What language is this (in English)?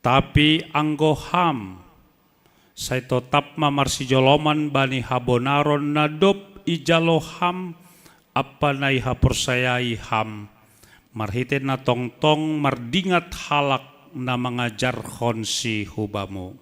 Batak Simalungun